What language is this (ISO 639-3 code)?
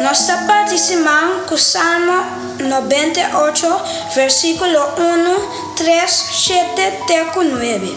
pap